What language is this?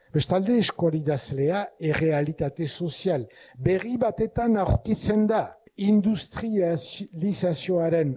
Basque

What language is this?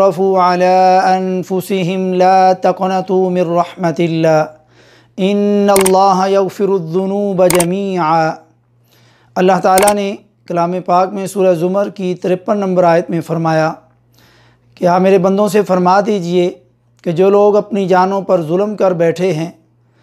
Urdu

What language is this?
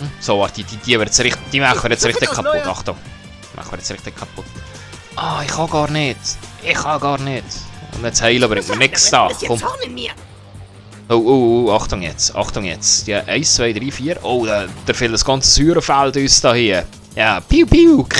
Swiss German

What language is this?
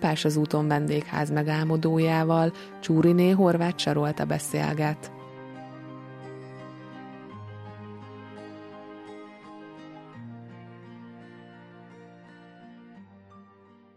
Hungarian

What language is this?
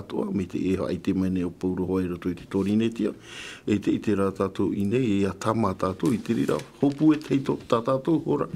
Tahitian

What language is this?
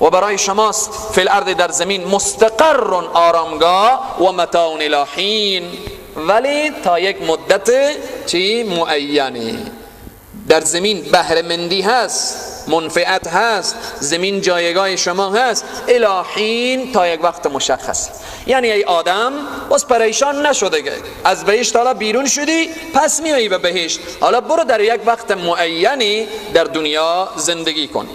Persian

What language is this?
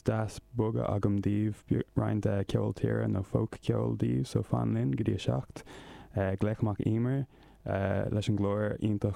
Irish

